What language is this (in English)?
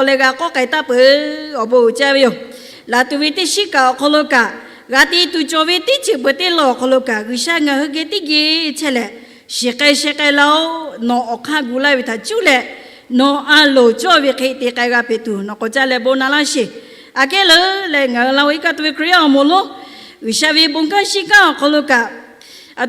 Lahu